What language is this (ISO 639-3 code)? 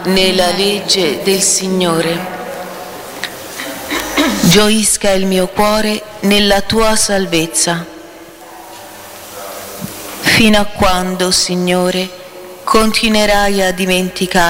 ita